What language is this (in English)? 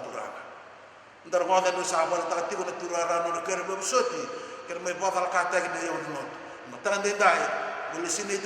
Fijian